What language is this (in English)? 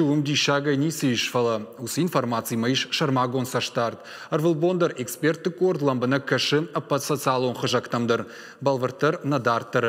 Ossetic